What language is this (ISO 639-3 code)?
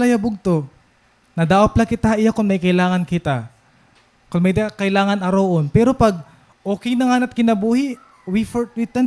war